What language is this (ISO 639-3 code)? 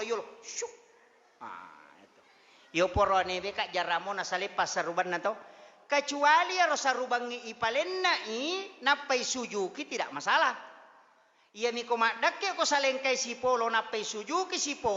bug